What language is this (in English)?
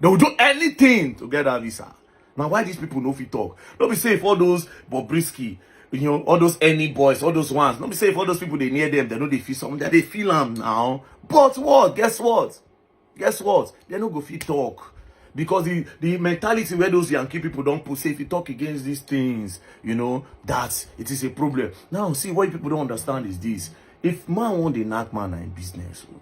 Nigerian Pidgin